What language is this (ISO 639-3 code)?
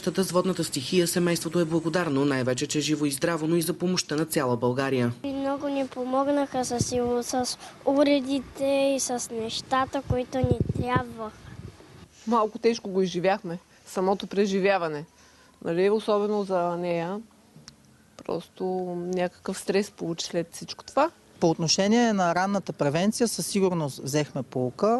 bul